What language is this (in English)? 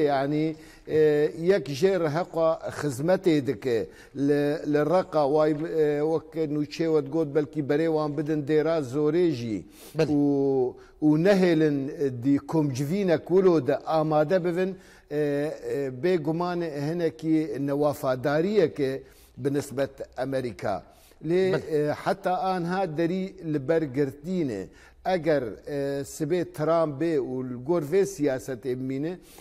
Kurdish